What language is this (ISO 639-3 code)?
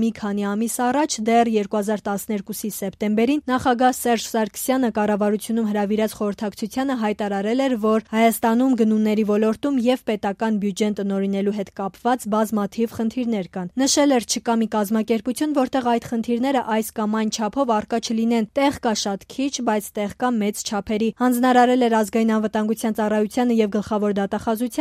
hye